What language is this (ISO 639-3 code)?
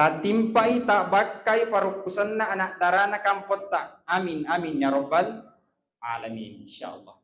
bug